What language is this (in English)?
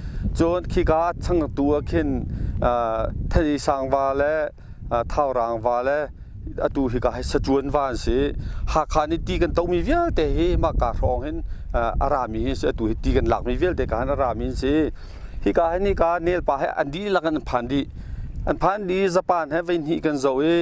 Hakha Chin